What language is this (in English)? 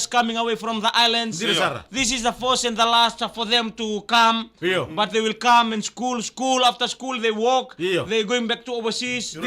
Fijian